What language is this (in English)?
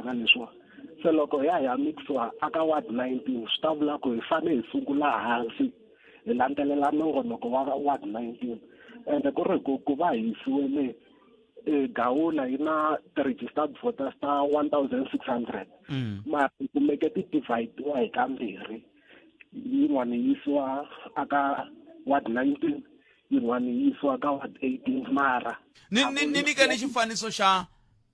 Tsonga